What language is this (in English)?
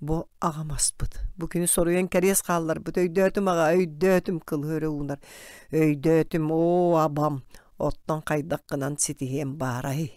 Yakut